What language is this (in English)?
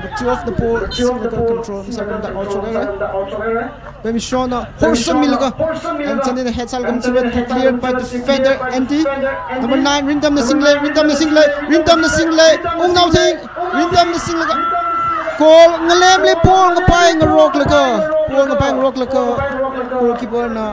Tangkhul Naga (India)